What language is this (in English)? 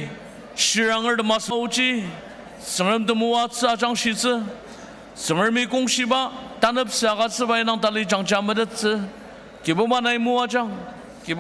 Ao Naga